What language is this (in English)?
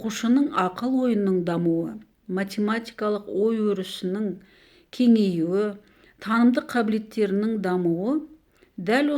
Kazakh